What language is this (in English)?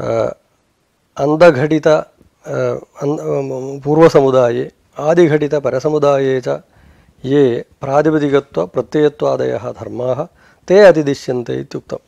Sanskrit